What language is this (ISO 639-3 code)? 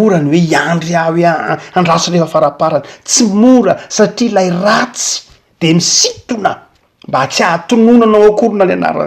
mlg